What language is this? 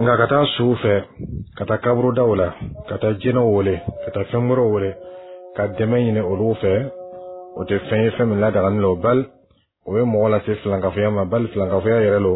Bambara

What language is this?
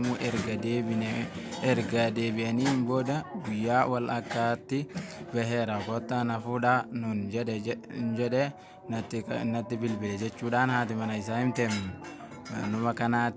Oromo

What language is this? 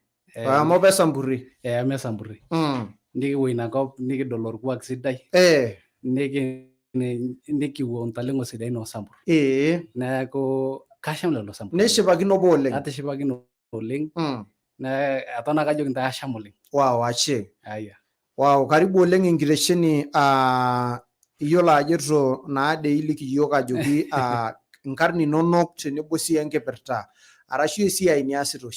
Masai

